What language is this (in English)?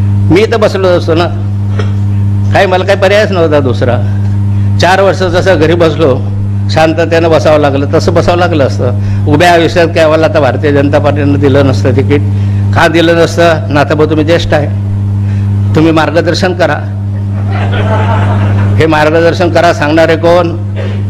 Marathi